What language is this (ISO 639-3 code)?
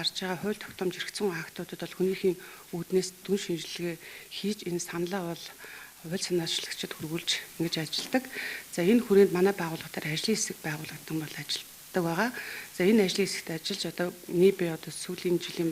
mon